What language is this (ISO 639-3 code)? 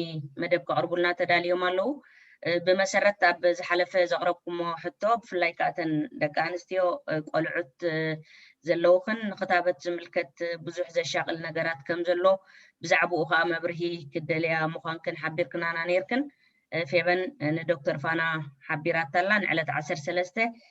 tir